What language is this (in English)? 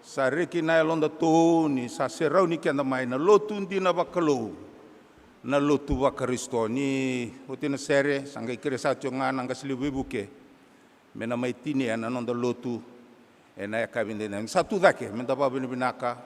Fijian